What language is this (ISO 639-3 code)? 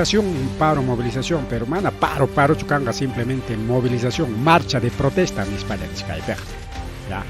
quy